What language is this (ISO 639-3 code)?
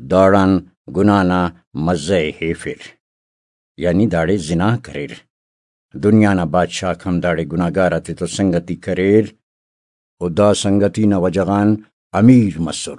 brh